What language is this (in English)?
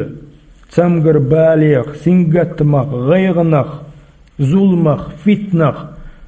Chechen